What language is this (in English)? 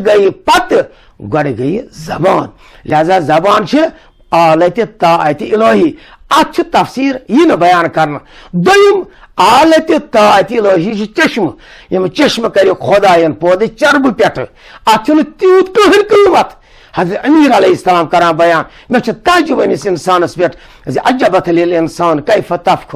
Kashmiri